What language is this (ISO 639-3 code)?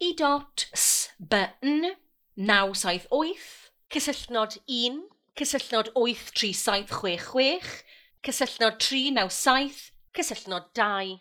cym